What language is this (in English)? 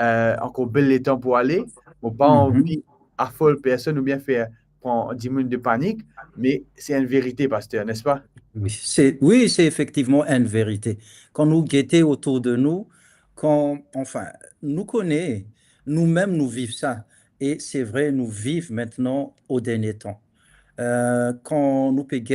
Morisyen